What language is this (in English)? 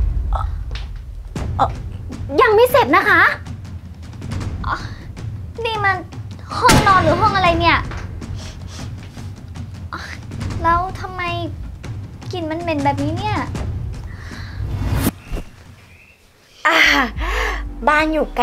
Thai